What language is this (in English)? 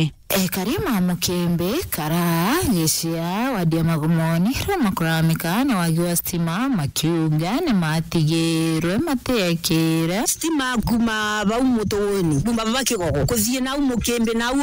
Meru